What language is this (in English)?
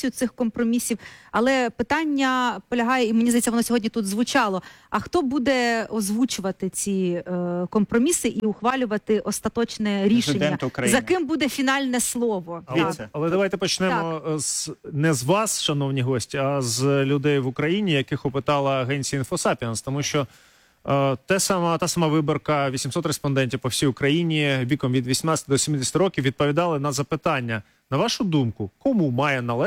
Ukrainian